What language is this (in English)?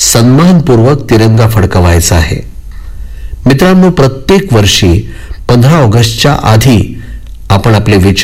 Marathi